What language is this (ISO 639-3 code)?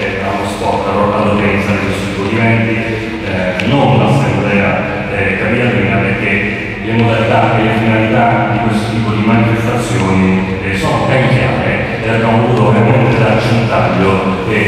ita